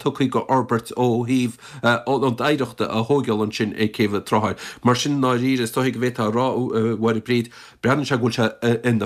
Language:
Irish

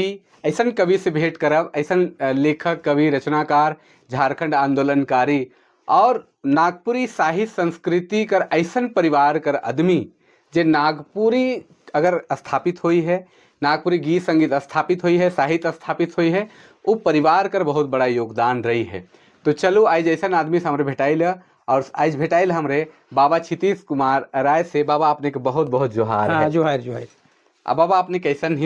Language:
Sadri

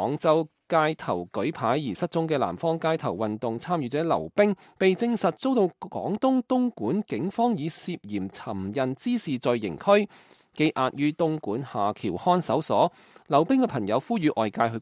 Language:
Cantonese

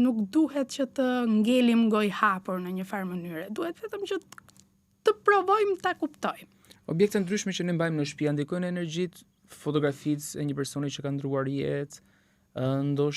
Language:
Albanian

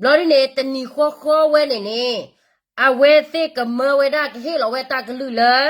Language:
S'gaw Karen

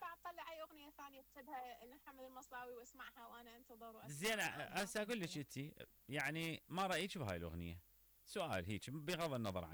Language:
Mesopotamian Arabic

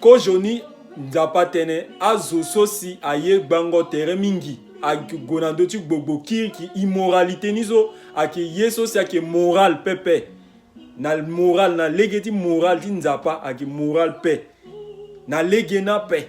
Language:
Sango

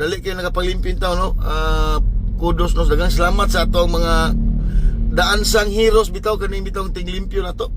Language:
Cebuano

